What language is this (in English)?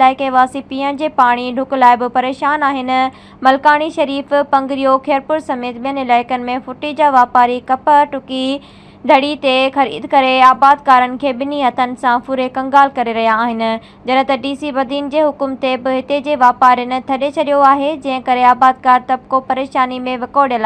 Sindhi